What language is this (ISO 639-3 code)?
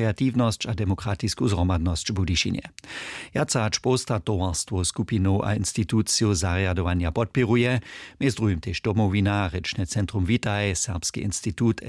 hsb